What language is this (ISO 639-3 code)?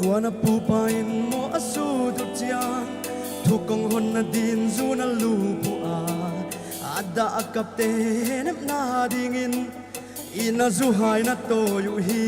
pck